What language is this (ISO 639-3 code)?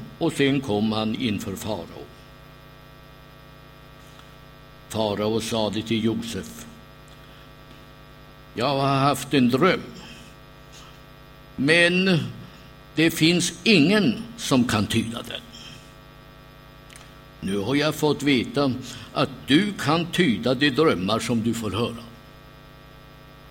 swe